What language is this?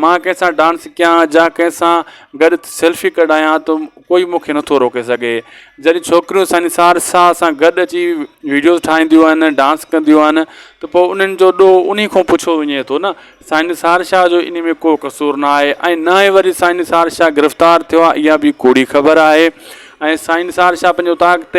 Sindhi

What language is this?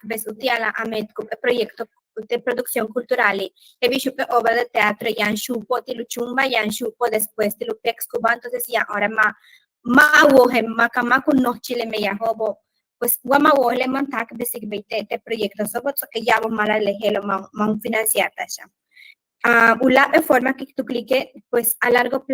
Yucateco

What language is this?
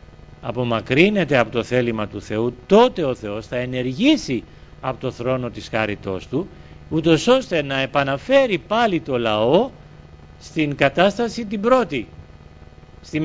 Greek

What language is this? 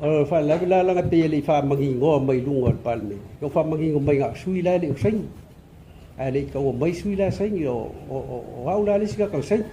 Samoan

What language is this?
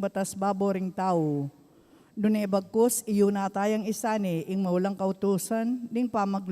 Pampanga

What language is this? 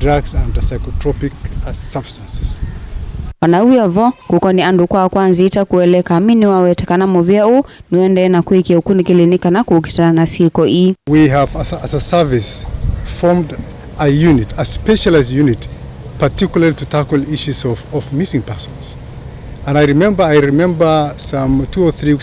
Kamba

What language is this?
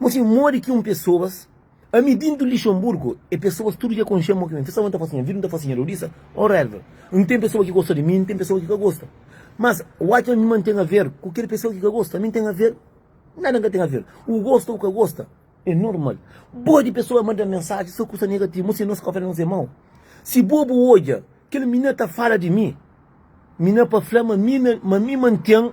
Kabuverdianu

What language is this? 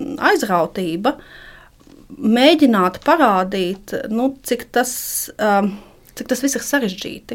Latvian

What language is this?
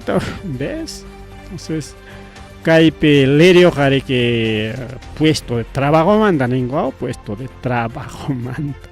Ayacucho Quechua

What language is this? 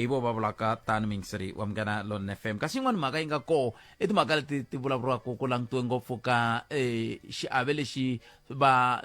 Tsonga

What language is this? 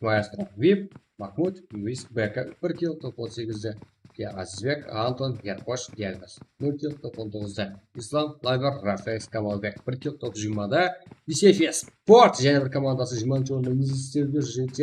Kara-Kalpak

